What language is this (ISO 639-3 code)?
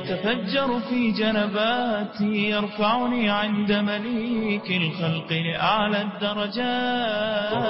aze